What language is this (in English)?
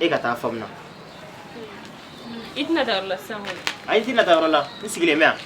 Bambara